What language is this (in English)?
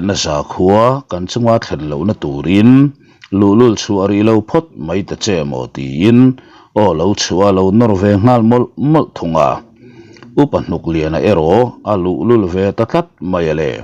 Mizo